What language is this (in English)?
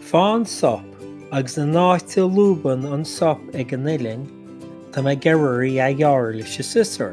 Irish